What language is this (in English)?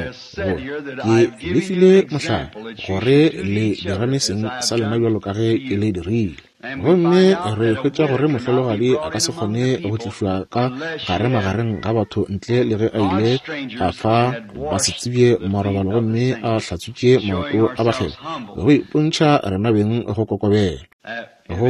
Northern Sotho